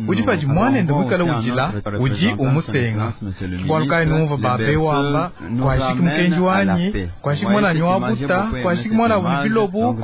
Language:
Luba-Lulua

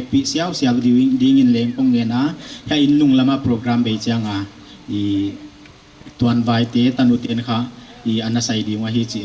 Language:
Paite Chin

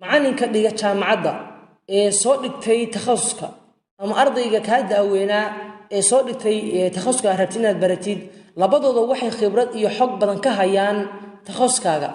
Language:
Somali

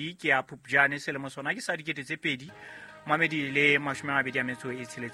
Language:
Southern Sotho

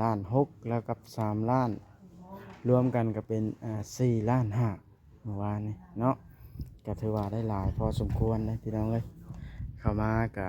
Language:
Northeastern Thai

